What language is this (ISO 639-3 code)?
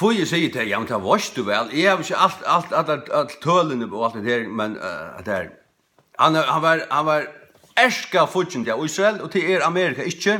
fao